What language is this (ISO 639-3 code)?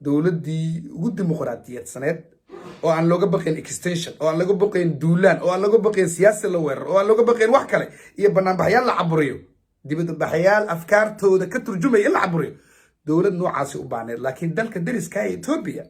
som